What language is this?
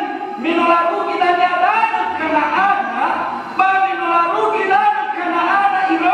Nias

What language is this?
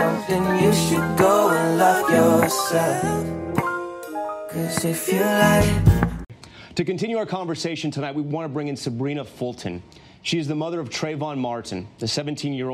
English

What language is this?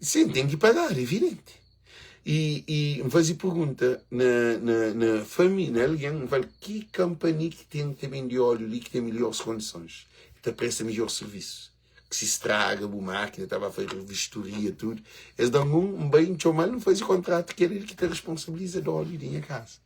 Kabuverdianu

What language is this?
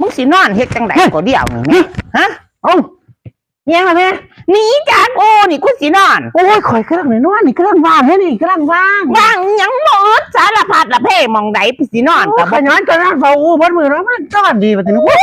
Northeastern Thai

